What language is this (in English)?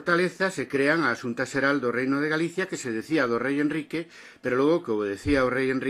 Galician